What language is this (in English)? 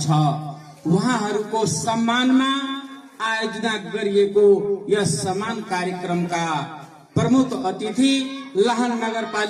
Nepali